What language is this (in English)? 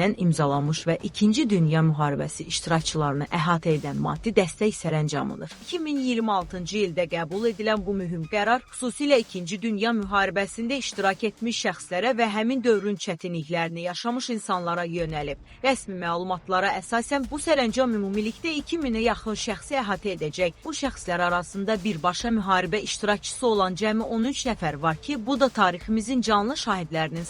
Azerbaijani